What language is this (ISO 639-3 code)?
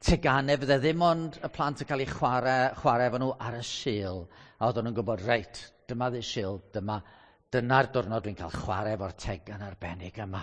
cym